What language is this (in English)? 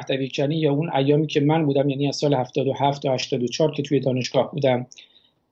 Persian